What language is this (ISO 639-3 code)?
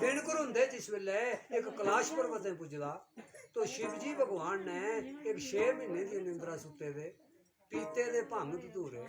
doi